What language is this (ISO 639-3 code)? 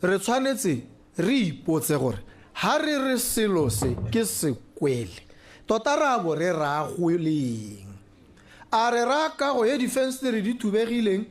tsn